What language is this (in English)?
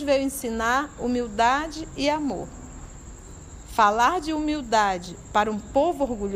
Portuguese